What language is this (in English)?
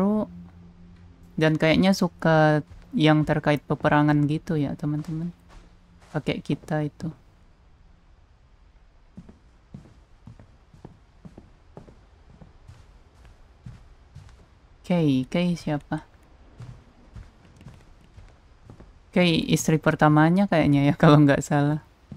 Indonesian